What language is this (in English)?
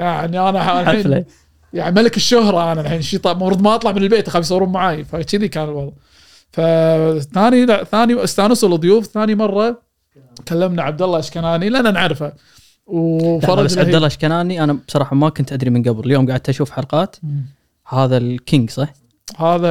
Gulf Arabic